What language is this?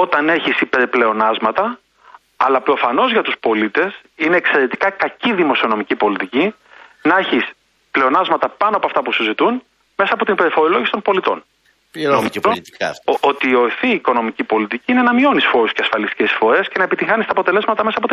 Greek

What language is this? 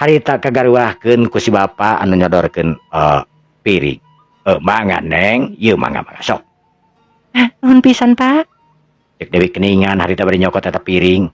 Sundanese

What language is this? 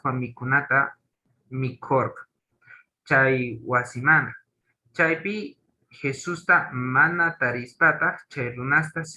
Quechua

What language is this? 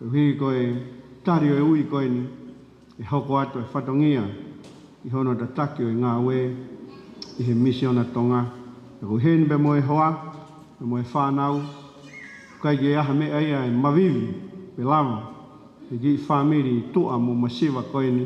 Tongan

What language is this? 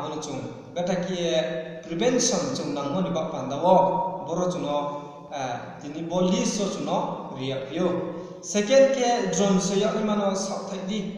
Riang (India)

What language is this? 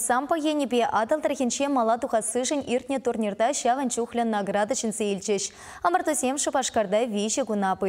Chuvash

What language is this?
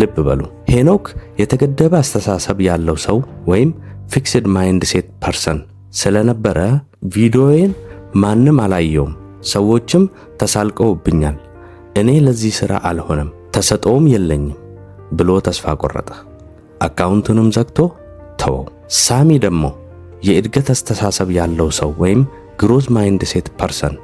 Amharic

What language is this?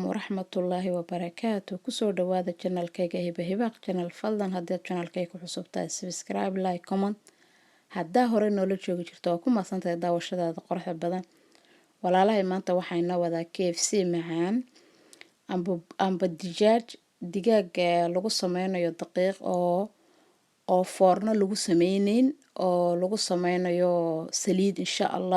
Somali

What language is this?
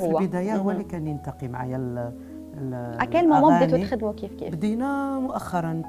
Algerian Arabic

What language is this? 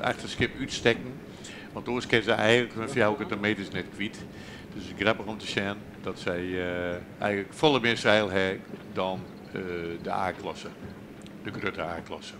Western Frisian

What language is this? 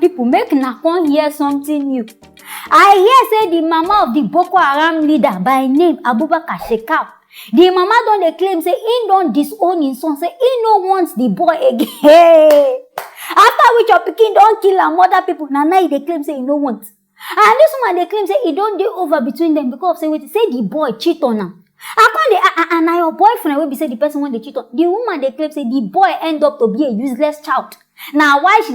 Nigerian Pidgin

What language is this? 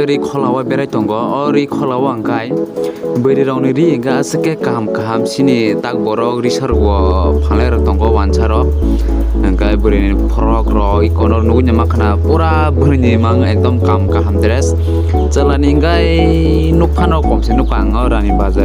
Kok Borok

